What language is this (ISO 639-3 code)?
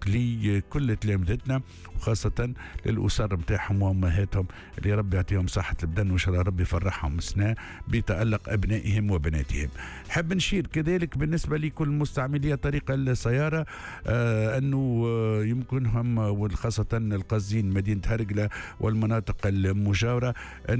aeb